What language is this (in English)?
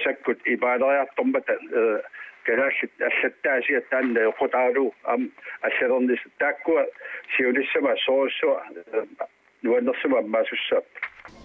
Kalaallisut